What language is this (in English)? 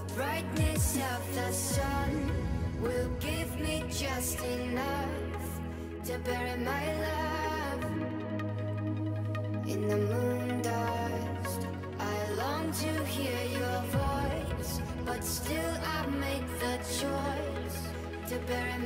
English